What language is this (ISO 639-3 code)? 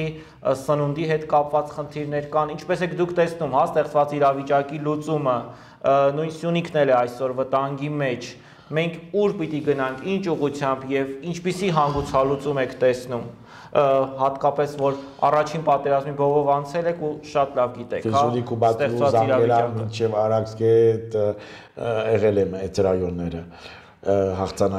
hye